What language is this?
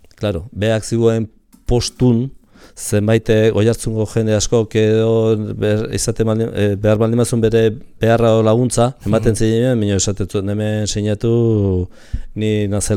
Basque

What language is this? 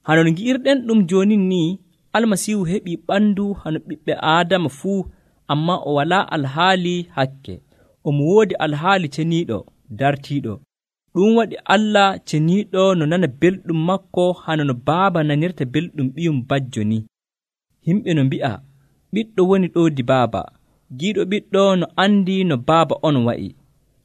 Nigerian Fulfulde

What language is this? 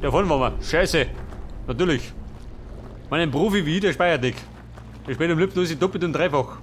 Bavarian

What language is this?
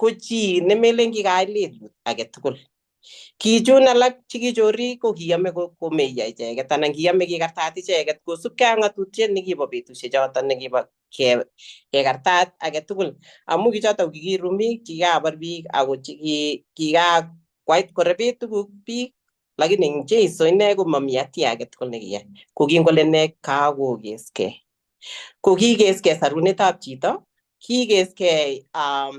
Kalenjin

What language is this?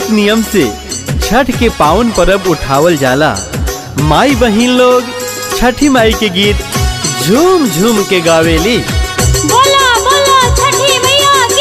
Bhojpuri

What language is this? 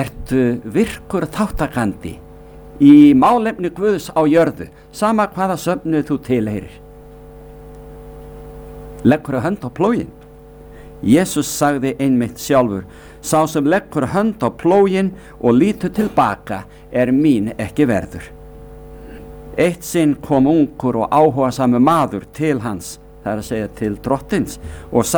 Icelandic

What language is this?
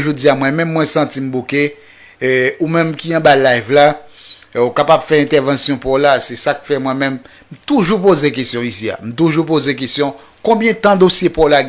Haitian Creole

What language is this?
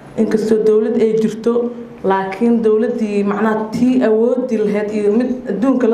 Somali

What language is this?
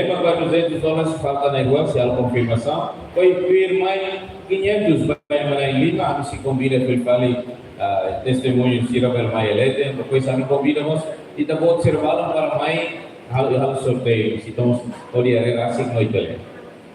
Tetum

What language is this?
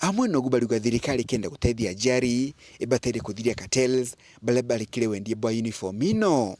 Meru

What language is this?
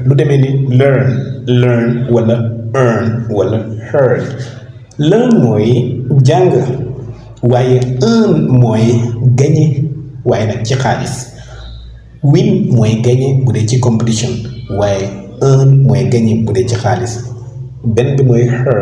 Wolof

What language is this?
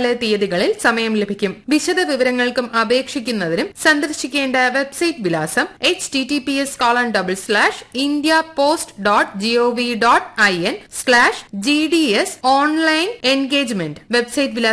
Malayalam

